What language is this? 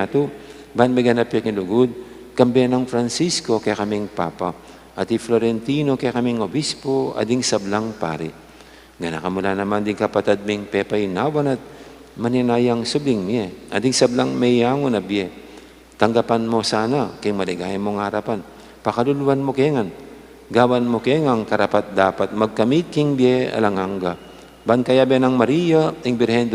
Pampanga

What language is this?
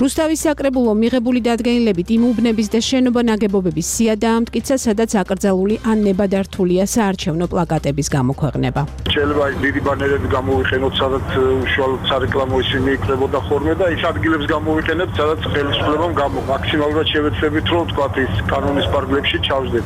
Georgian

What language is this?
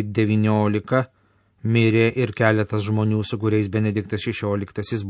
Lithuanian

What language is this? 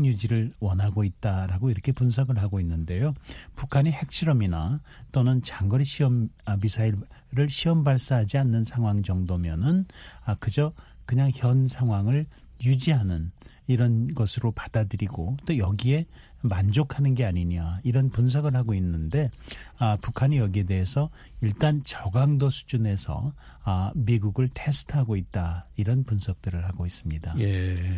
Korean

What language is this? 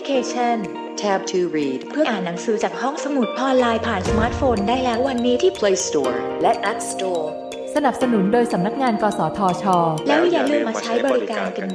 Thai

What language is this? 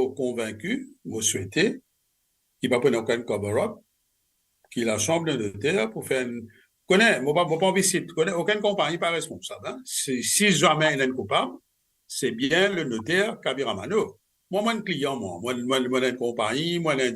Morisyen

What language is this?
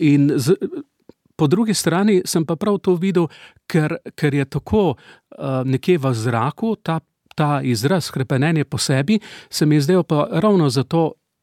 Slovenian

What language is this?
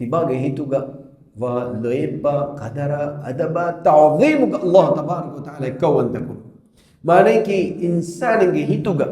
Divehi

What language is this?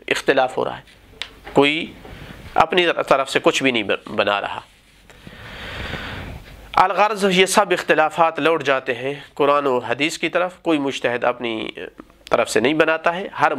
Urdu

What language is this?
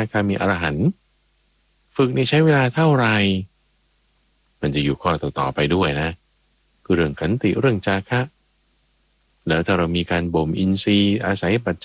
Thai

